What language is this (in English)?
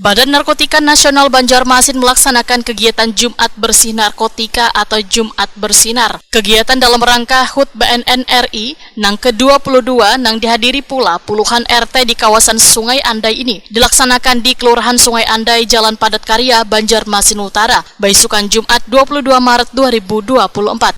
Banjar